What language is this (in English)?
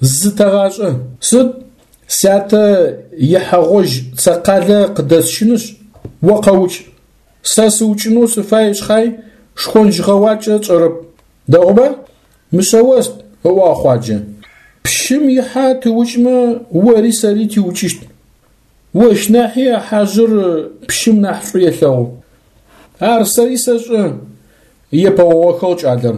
Adyghe